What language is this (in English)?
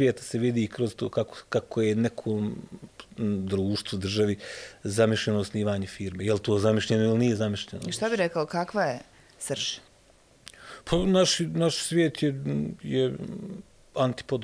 Bosnian